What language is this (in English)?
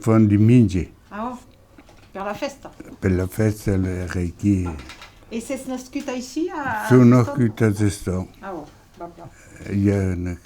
Occitan